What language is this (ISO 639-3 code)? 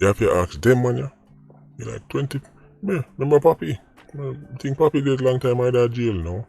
jam